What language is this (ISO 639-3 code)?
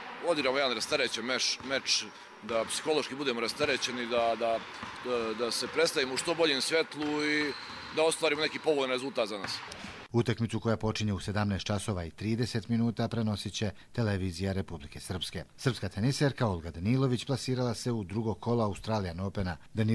hrv